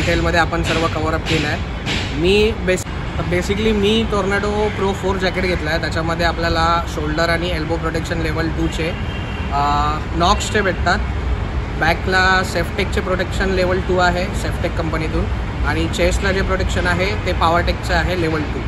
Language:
Marathi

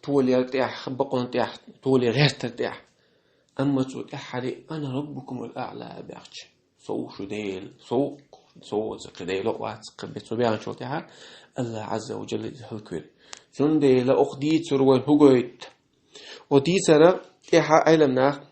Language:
Chechen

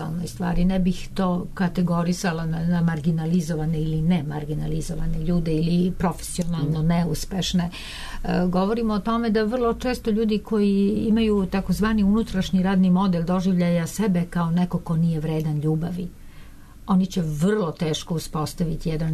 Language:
Serbian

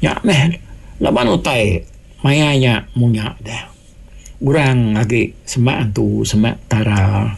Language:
Iban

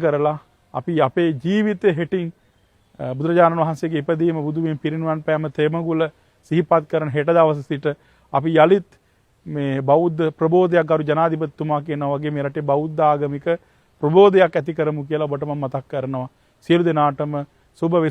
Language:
Sinhala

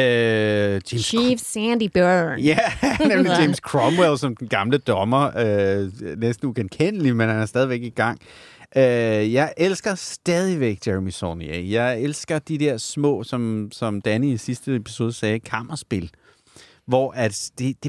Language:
Danish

